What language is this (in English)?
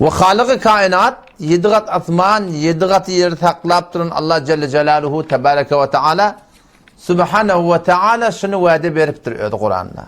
Turkmen